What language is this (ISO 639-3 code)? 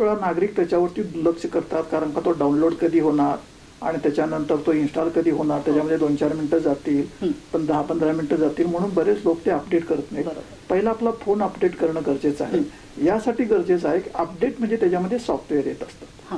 mar